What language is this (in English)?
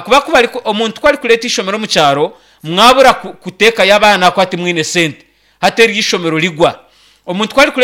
Nyankole